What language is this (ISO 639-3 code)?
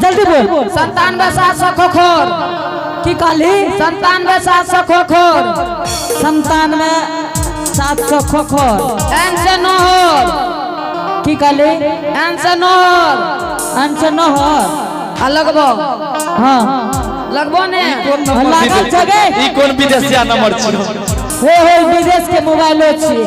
anp